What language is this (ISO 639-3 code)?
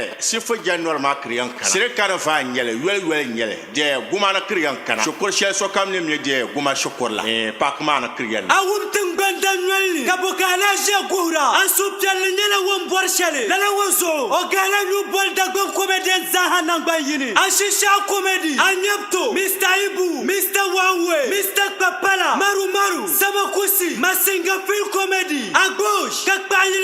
dag